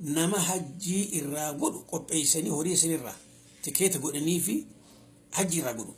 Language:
Oromo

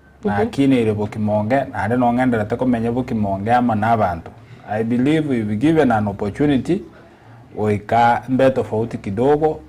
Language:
Gusii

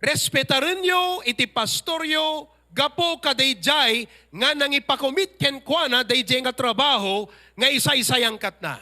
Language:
Iloko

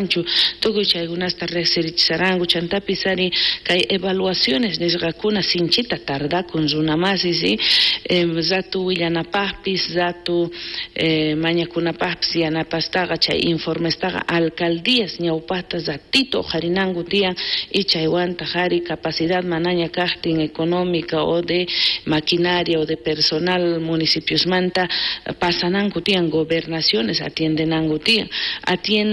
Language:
South Bolivian Quechua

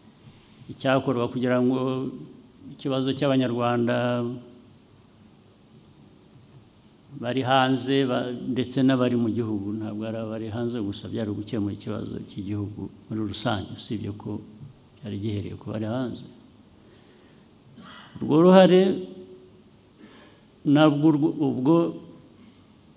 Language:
Kinyarwanda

